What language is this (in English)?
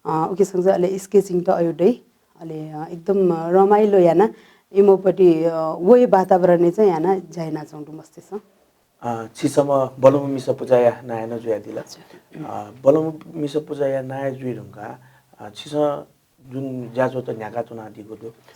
Newari